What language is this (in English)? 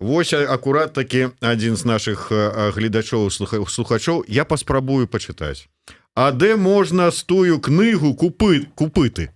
Belarusian